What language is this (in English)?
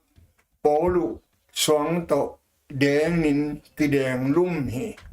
Tedim Chin